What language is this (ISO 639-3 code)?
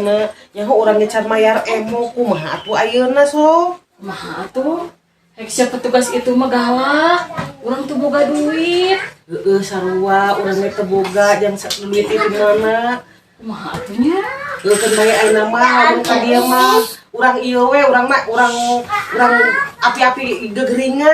sun